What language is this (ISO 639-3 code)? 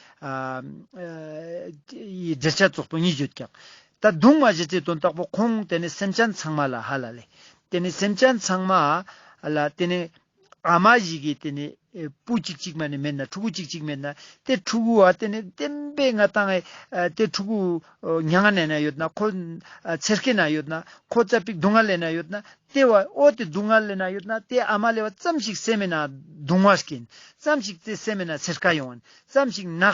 lbj